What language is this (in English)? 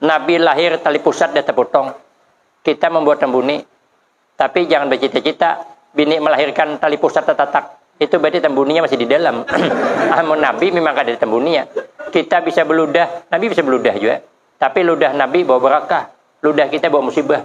Banjar